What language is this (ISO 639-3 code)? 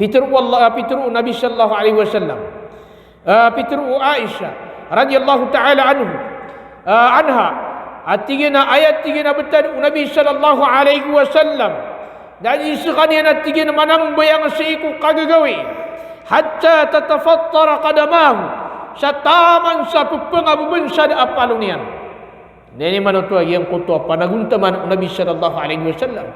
mrw